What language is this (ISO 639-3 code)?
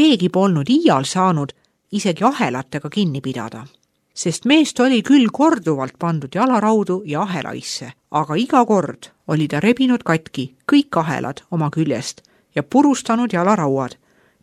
est